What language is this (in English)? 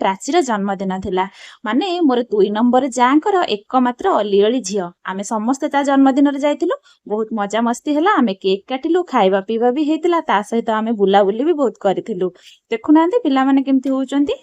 Odia